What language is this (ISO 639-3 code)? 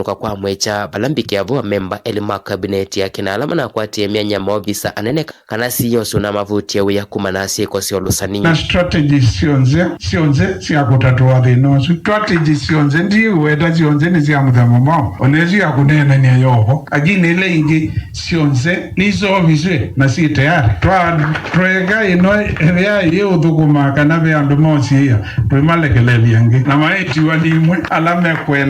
kam